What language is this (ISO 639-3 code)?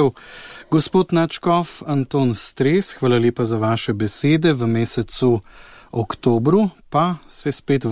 slv